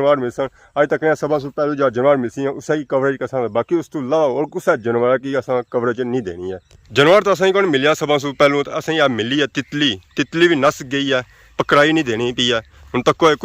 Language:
Pahari-Potwari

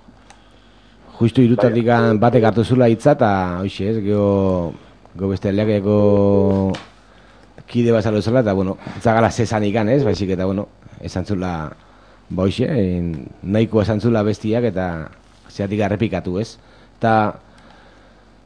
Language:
Basque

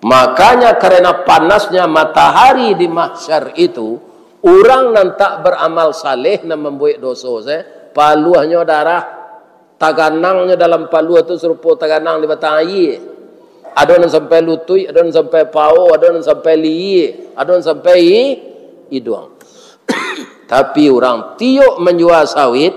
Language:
Minangkabau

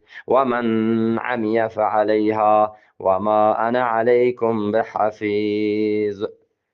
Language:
Eastern Balochi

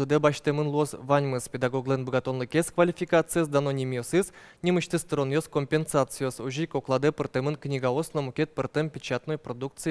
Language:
Udmurt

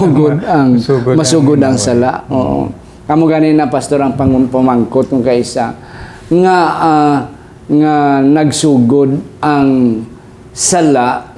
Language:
Hiligaynon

